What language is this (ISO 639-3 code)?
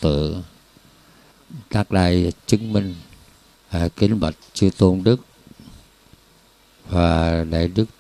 vie